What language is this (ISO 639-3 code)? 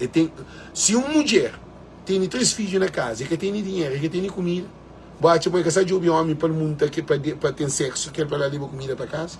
kea